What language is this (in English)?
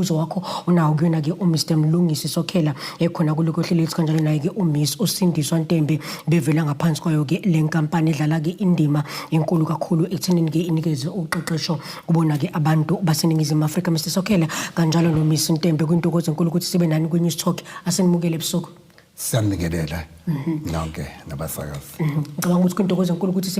Zulu